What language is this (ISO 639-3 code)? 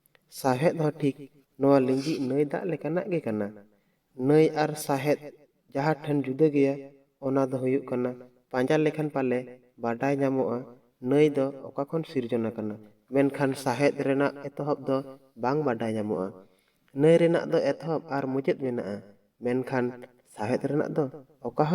sat